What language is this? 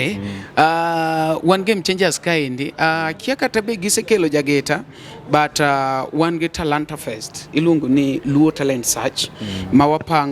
Luo (Kenya and Tanzania)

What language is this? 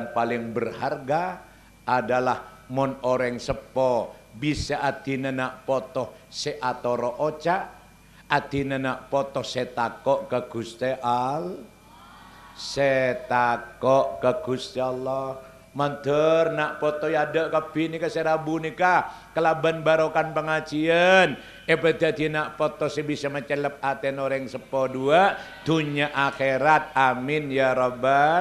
Madurese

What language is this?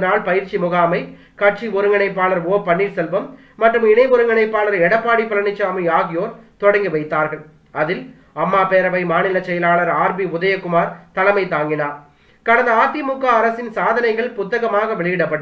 Tamil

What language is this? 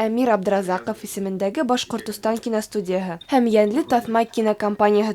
Bashkir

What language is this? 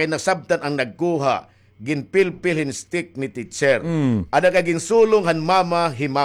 Waray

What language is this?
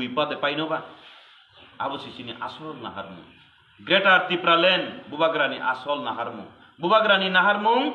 Kok Borok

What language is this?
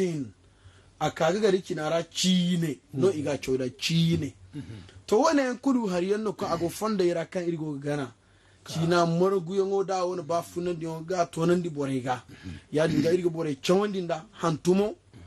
Zarma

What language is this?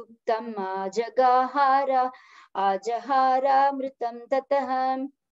Sanskrit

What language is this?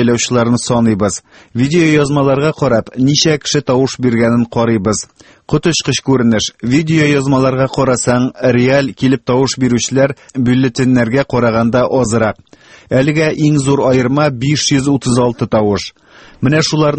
Tatar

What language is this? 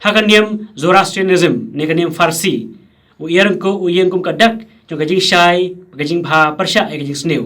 Khasi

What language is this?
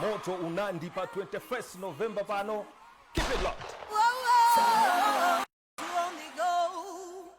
Nyanja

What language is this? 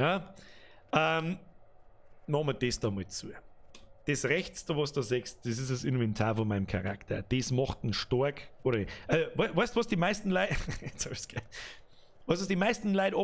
Bavarian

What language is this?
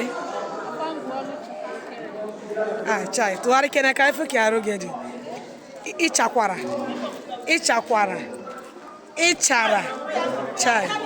Igbo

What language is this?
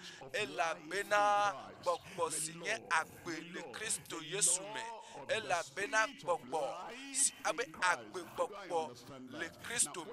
Ewe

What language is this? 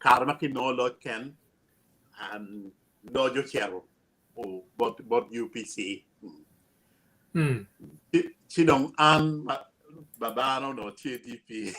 Acoli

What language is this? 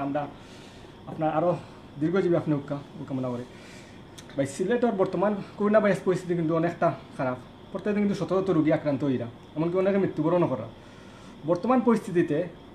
Sylheti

